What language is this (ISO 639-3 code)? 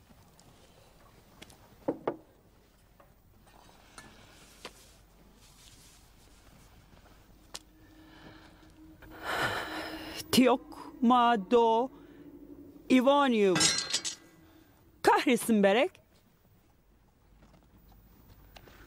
tur